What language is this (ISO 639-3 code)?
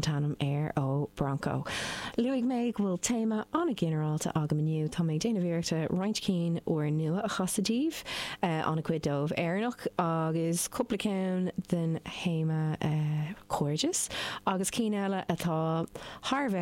gle